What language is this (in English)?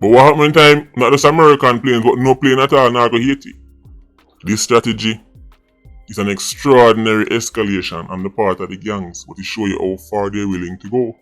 Jamaican Creole English